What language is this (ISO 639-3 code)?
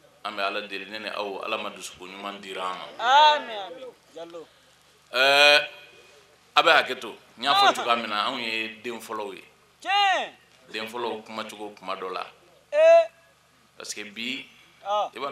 bam